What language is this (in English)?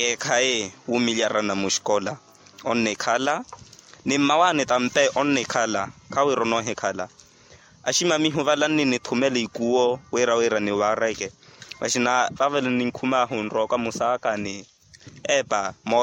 Makhuwa